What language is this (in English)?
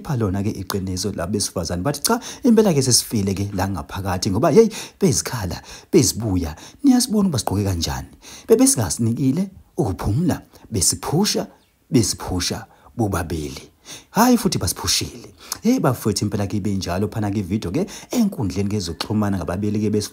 Zulu